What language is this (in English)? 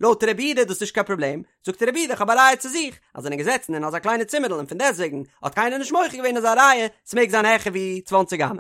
Yiddish